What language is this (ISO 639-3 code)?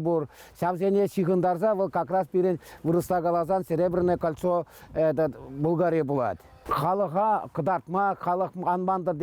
chv